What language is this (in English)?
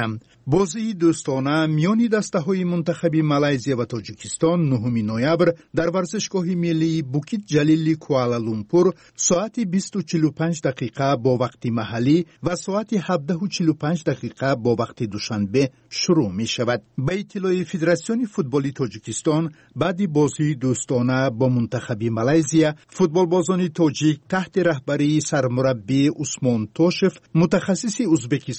Tajik